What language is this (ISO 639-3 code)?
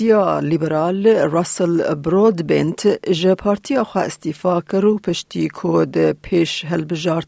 kur